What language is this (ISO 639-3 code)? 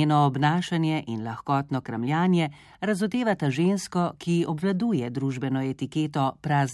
slv